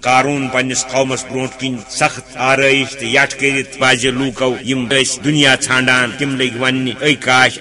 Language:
Kashmiri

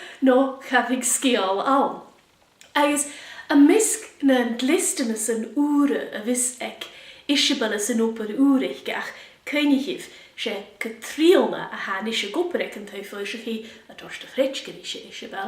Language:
Scottish Gaelic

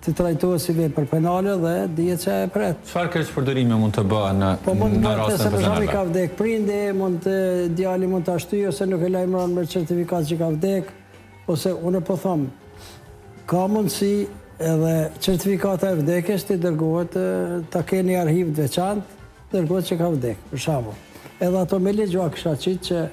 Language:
Albanian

